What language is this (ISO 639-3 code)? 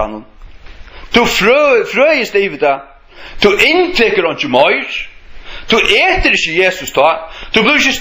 fao